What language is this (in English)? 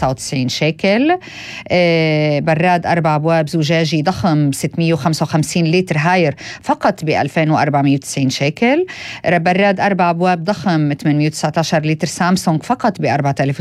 North Levantine Arabic